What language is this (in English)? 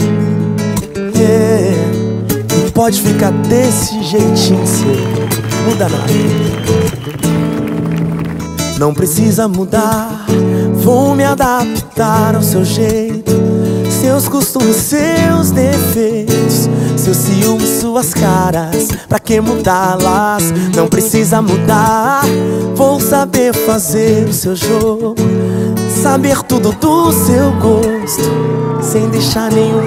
Portuguese